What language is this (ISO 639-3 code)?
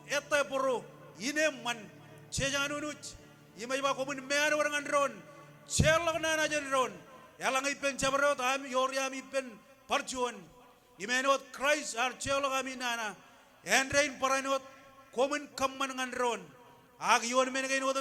mah